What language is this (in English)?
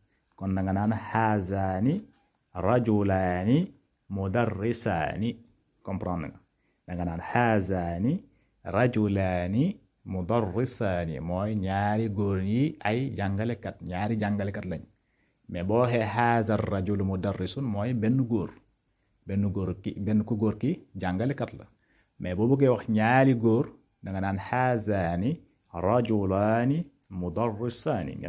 Wolof